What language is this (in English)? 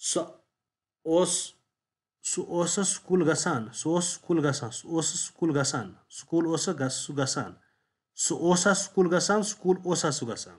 Kashmiri